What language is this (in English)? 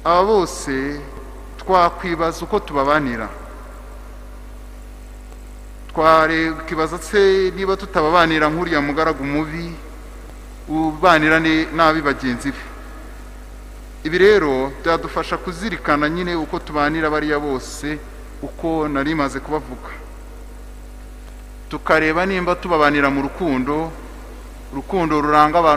Kinyarwanda